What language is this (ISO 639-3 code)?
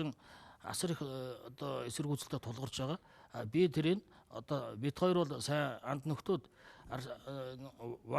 mon